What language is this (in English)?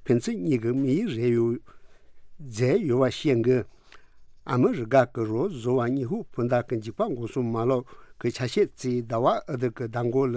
Tibetan